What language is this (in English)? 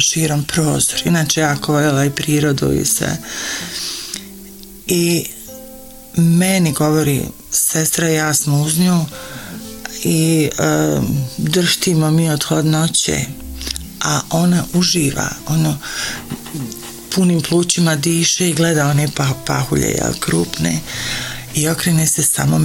Croatian